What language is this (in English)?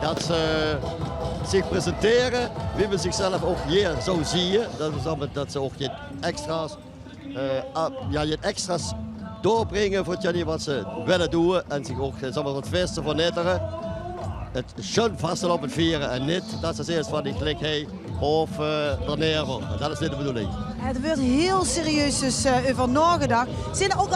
Limburgish